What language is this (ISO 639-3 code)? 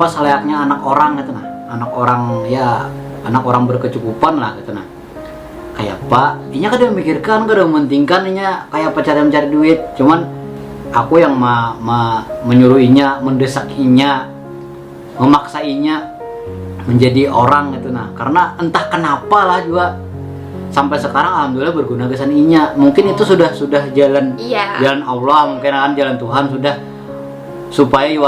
bjn